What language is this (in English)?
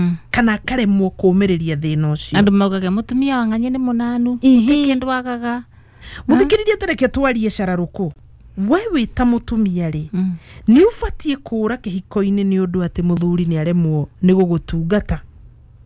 Kikuyu